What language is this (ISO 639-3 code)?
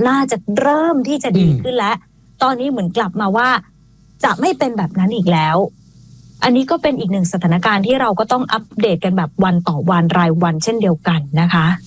tha